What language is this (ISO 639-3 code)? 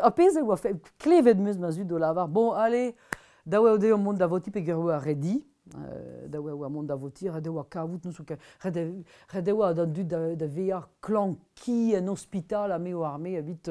bre